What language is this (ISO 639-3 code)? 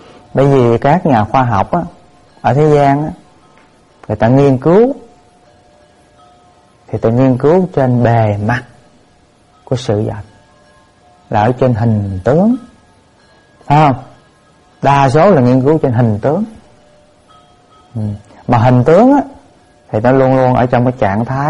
vie